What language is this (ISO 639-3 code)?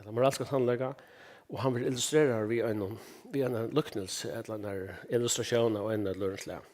fao